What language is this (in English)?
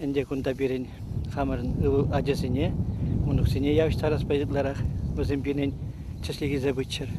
Chuvash